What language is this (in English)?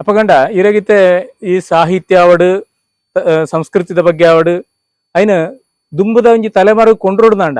Tulu